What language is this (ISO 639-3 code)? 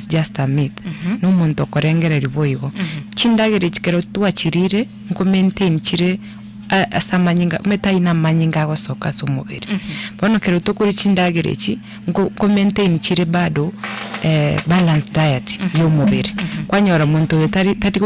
guz